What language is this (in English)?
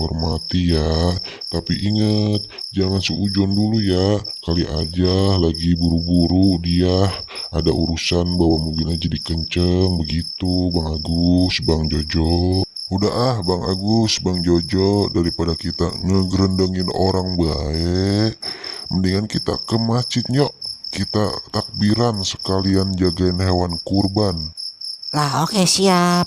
Betawi